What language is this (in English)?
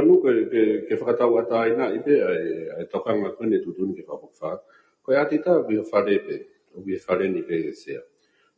Tongan